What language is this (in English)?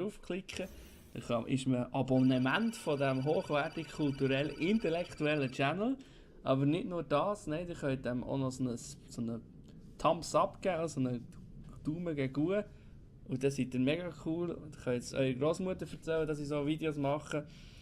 Swiss German